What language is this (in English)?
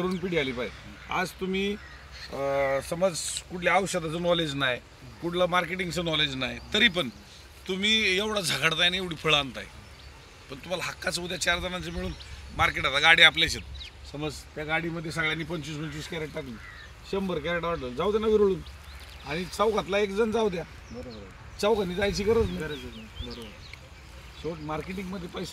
Marathi